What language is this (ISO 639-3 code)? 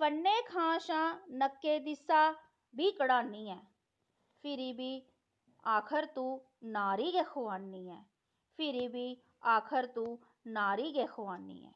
doi